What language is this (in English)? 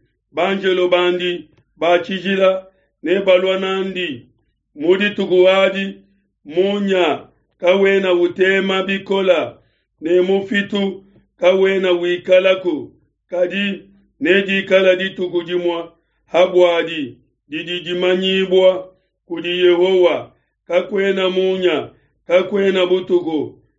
Luba-Lulua